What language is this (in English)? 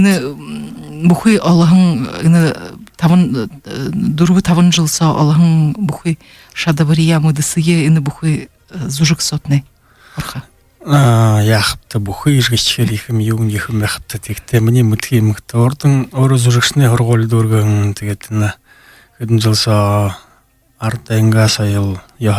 Buriat